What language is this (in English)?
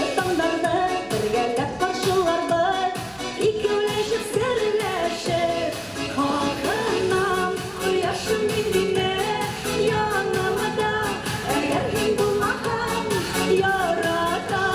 Bashkir